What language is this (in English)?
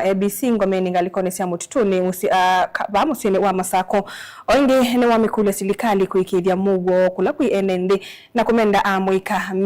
Kamba